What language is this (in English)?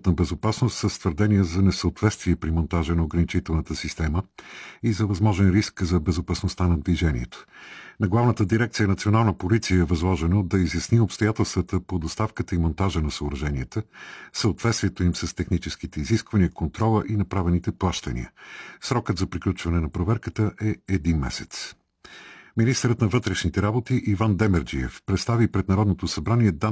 Bulgarian